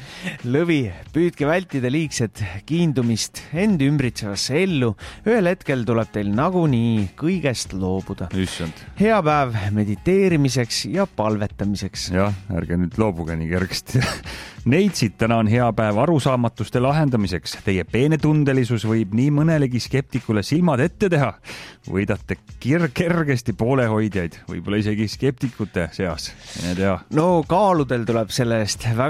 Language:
Estonian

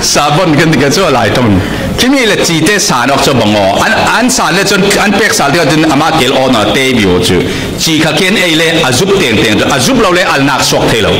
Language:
Falam Chin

